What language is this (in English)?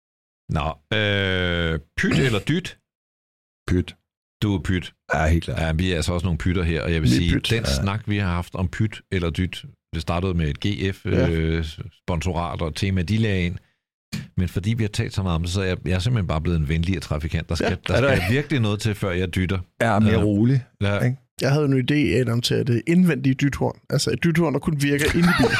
Danish